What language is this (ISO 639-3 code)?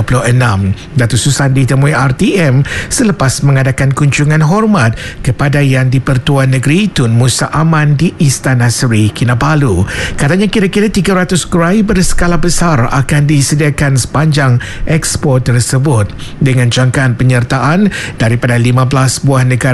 msa